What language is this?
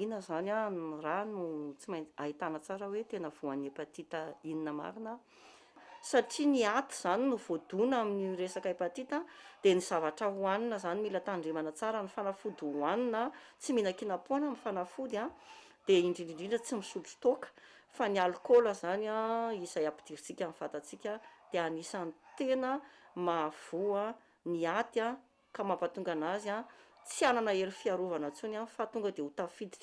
Malagasy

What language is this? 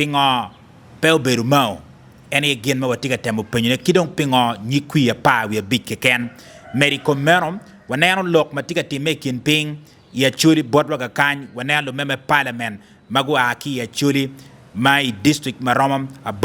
Acoli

